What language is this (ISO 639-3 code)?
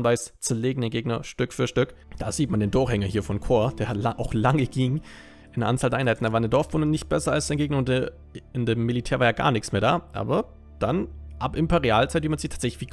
deu